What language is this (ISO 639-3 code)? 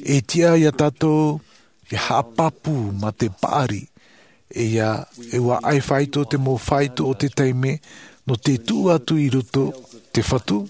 lav